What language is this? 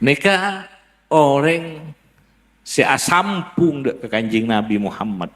Madurese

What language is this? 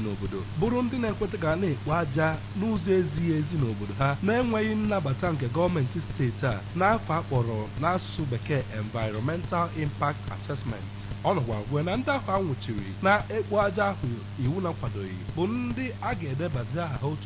Igbo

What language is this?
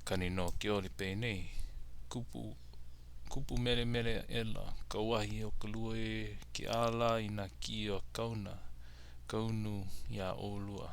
Hawaiian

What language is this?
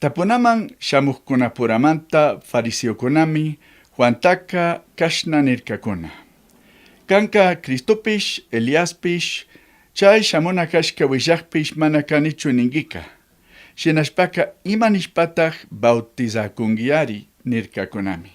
Chimborazo Highland Quichua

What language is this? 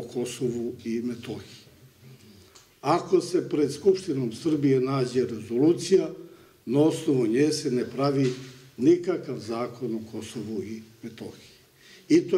Serbian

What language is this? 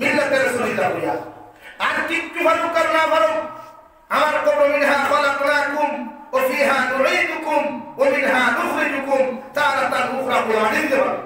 Sylheti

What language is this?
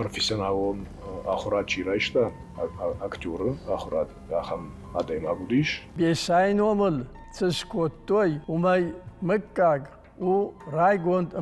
Ossetic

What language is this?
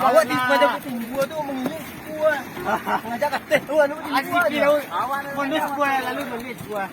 Minangkabau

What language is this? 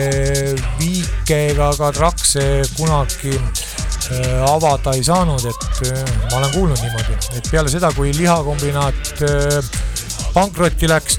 Estonian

